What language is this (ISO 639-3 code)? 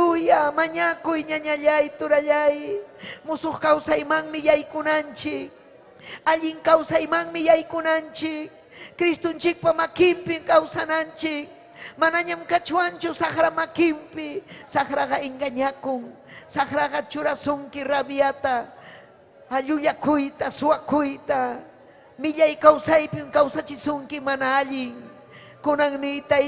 quy